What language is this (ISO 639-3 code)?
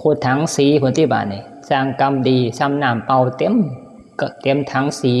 tts